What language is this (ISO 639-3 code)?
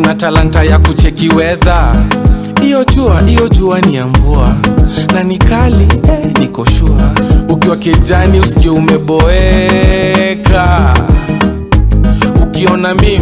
swa